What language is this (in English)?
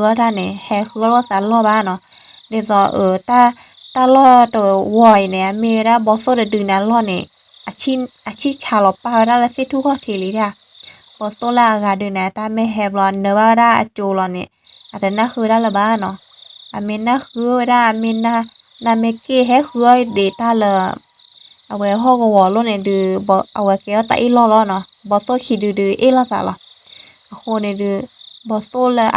S'gaw Karen